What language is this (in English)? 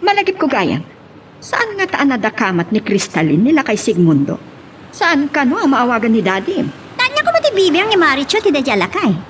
Iloko